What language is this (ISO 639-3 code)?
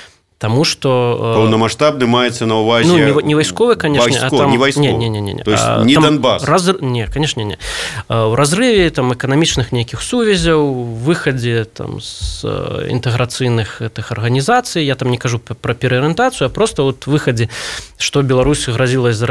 bel